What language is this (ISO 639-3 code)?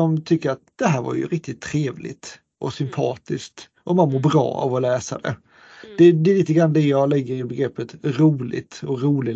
swe